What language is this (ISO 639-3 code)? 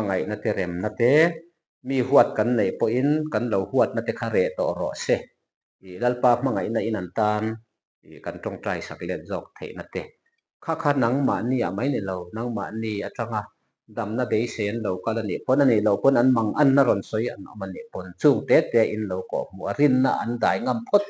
lus